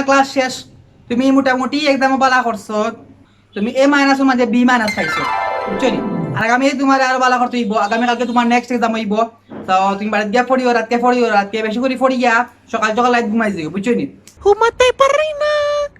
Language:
Sylheti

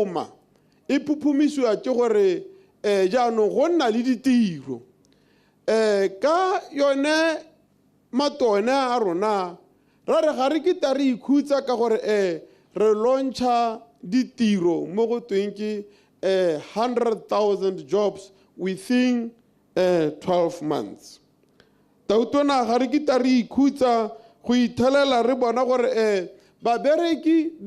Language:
Tswana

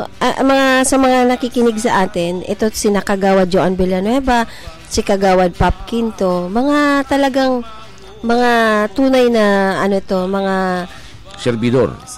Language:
Filipino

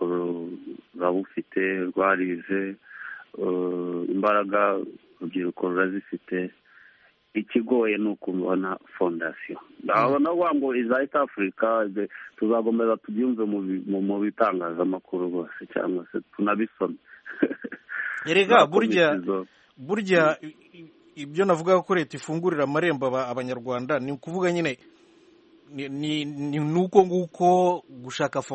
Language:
Kinyarwanda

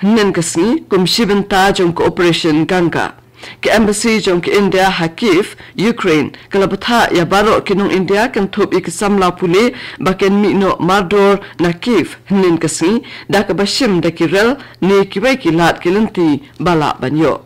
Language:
Khasi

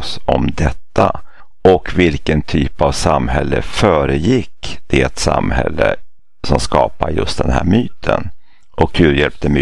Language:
Swedish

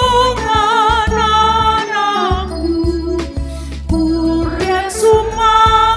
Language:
Toraja-Sa'dan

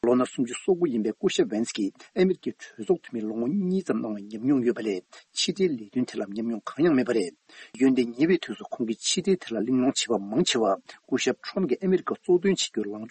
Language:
Tibetan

